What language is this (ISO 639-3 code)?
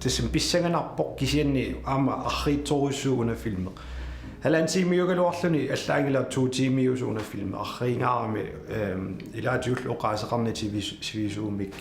kal